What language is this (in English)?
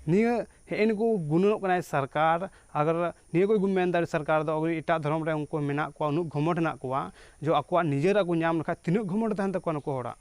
Santali